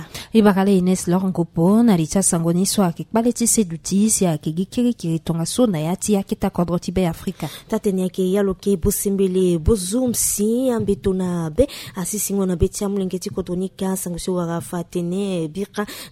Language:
Sango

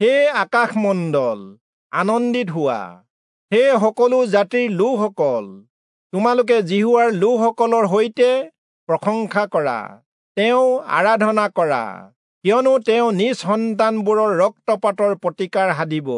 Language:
Assamese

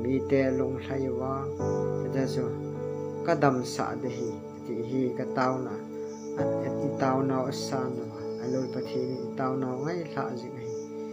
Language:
Thado Chin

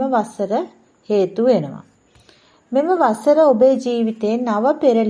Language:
Sinhala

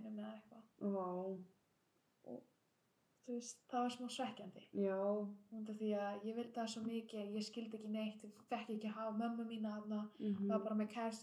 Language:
Icelandic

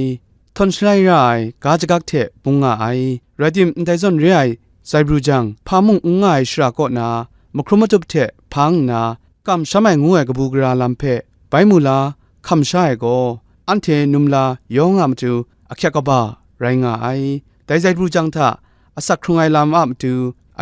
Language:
Kachin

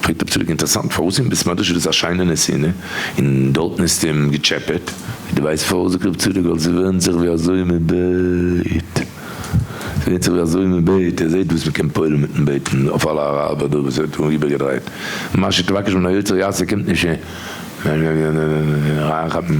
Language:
Yiddish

